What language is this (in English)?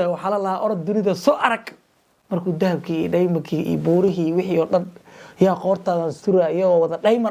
Somali